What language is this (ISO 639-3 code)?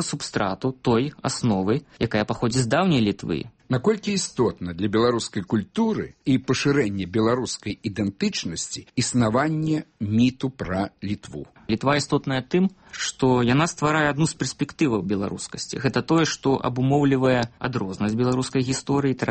bel